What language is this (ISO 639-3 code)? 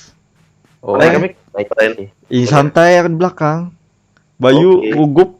bjn